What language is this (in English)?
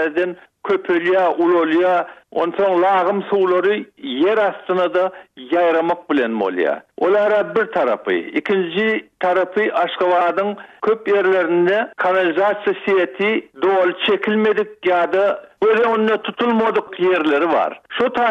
Turkmen